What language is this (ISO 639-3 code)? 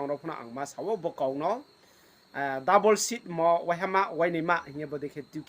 ria